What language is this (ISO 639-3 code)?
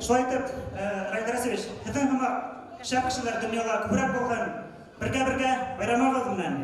bak